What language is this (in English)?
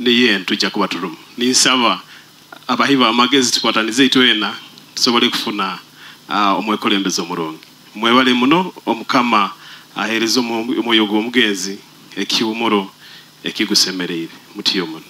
Nyoro